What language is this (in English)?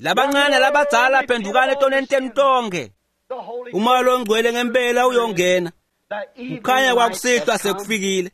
Swati